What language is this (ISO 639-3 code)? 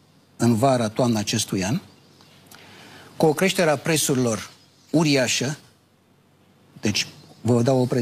ron